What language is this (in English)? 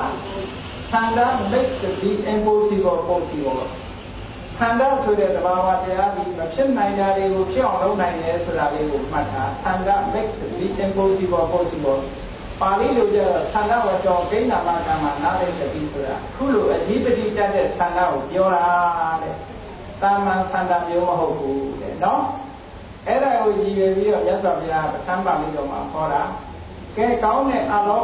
Burmese